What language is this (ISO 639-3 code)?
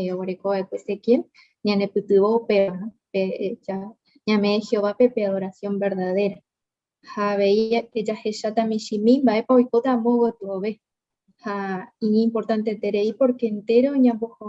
grn